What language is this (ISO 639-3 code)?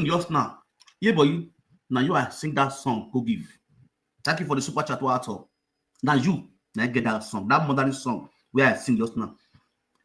pcm